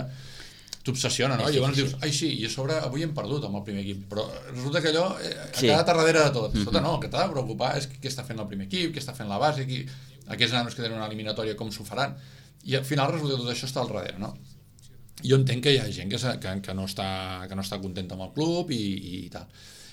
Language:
Catalan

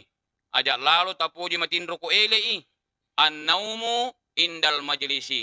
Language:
Buginese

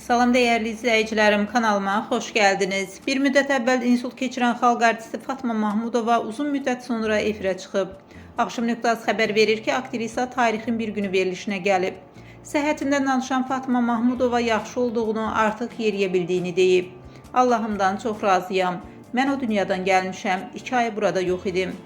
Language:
Azerbaijani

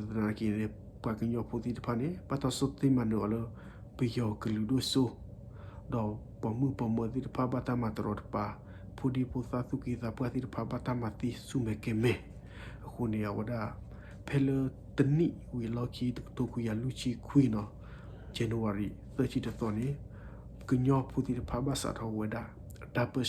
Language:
S'gaw Karen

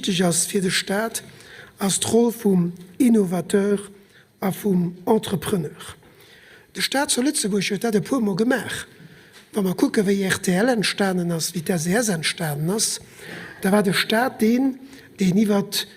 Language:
Luxembourgish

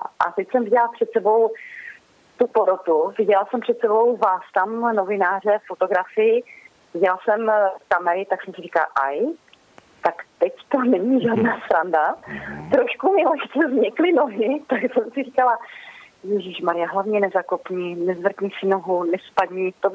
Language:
Czech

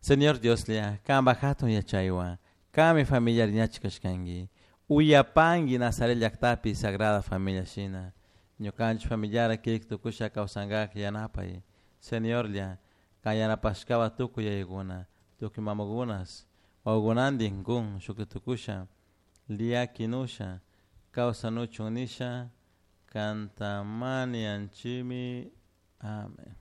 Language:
Chimborazo Highland Quichua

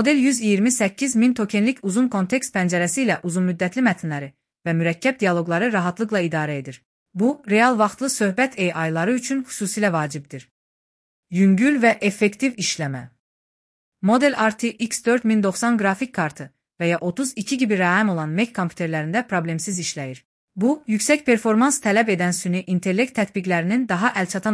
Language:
Azerbaijani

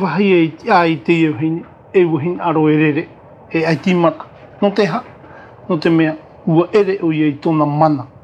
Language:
Tahitian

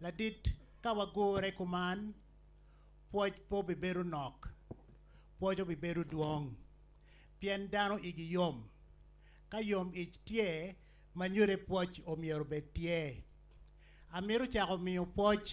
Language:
Acoli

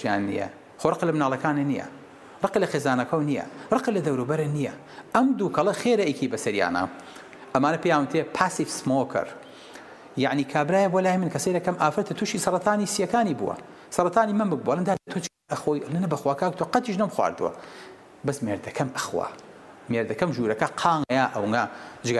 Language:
Central Kurdish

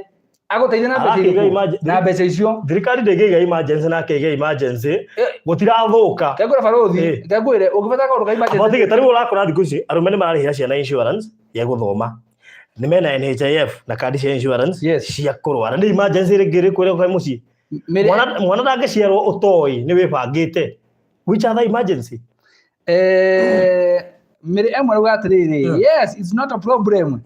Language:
Kikuyu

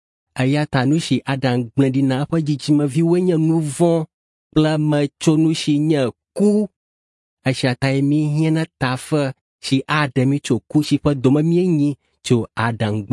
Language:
Ewe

